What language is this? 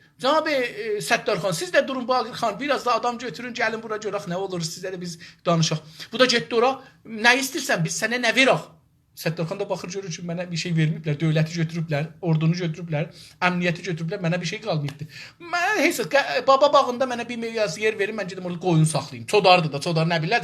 South Azerbaijani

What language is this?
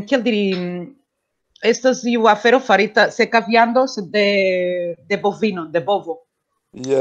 Esperanto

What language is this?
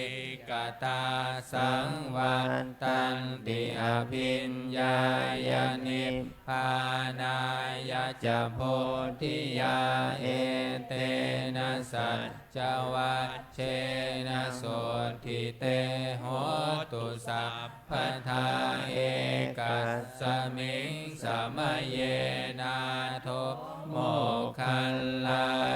Pali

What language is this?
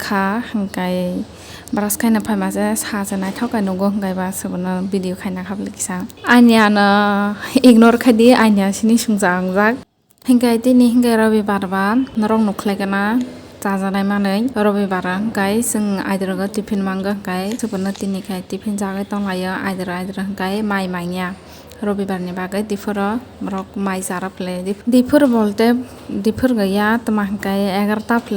Kok Borok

